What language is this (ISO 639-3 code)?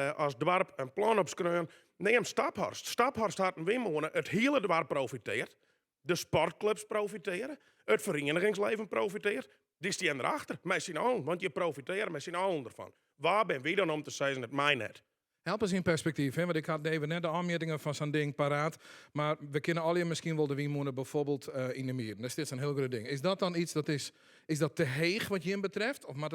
fry